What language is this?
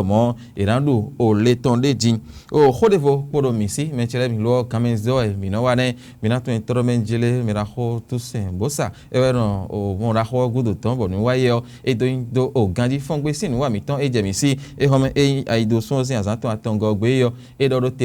Fon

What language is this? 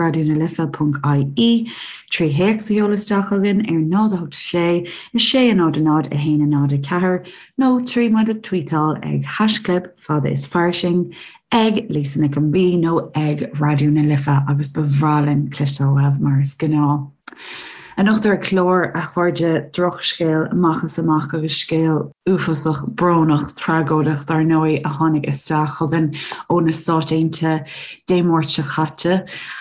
Irish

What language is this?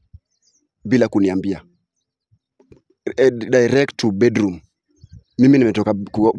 Swahili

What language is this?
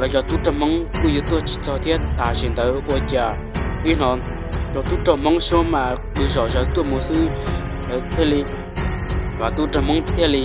Hmong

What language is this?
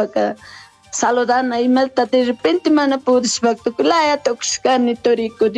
Chimborazo Highland Quichua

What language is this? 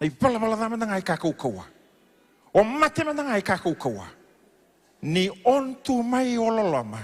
Fijian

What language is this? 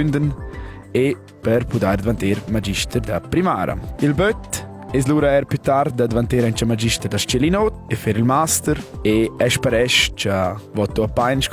Romansh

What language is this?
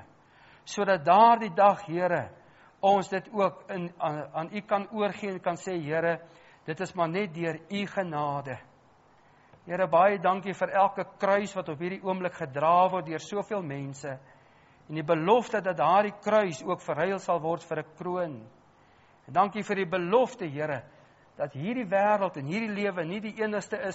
Afrikaans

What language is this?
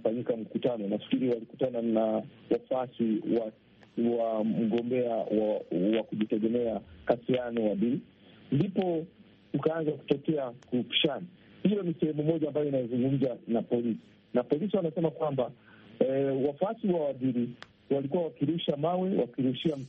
Swahili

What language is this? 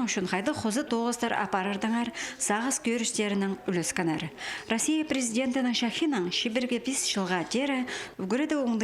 Khakas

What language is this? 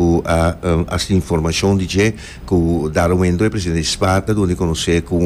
Papiamento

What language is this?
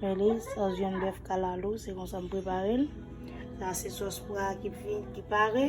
Haitian Creole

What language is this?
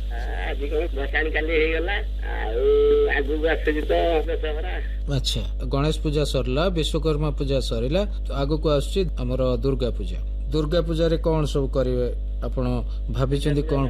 Odia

